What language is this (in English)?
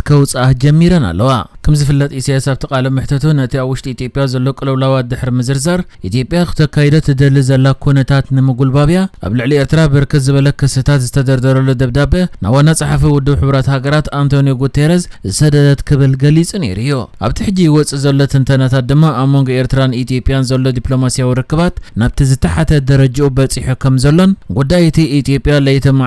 Tigrinya